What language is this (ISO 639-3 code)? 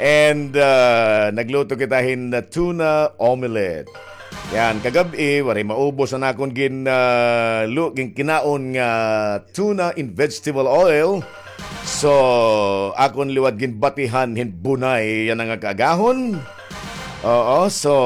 war